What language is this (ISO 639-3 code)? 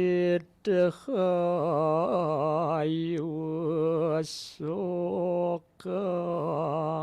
ban